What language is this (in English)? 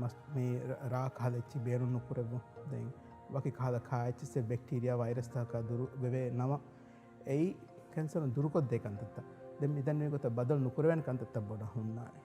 Divehi